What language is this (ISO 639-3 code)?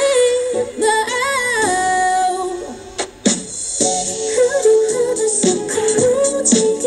kor